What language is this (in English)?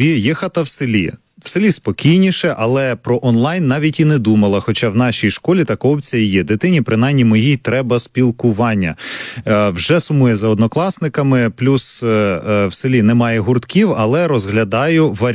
Ukrainian